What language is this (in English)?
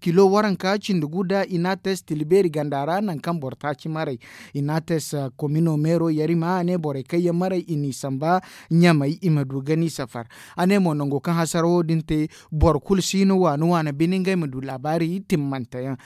Zarma